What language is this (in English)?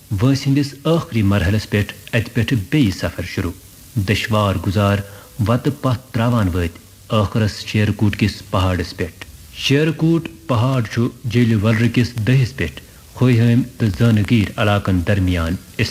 Kashmiri